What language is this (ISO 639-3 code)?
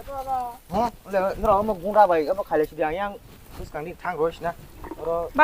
trp